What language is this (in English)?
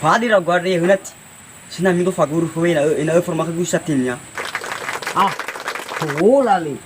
Nias